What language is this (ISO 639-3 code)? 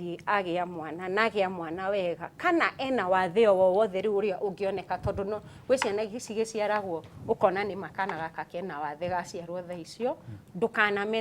kik